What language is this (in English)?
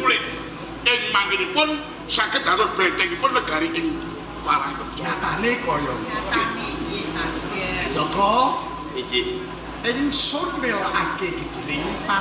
Javanese